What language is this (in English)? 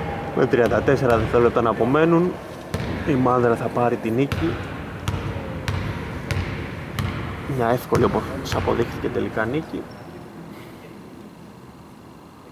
Greek